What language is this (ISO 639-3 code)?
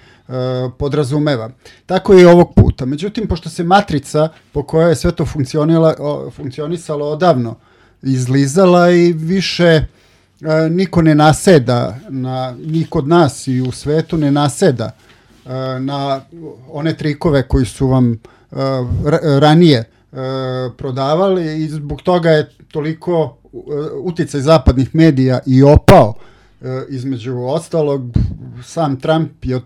srp